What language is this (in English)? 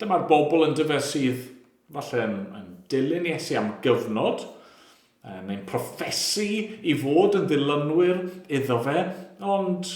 Welsh